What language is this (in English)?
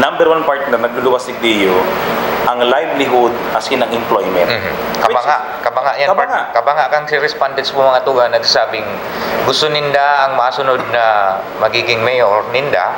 Bikol